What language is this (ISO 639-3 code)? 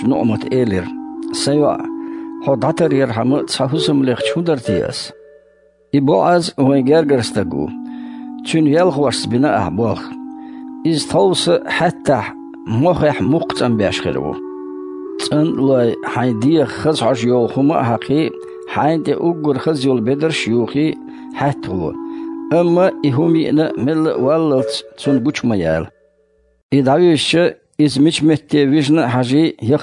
che